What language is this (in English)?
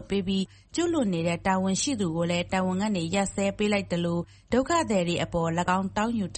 Burmese